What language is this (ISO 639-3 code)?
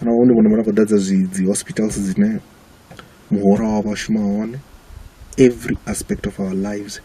ven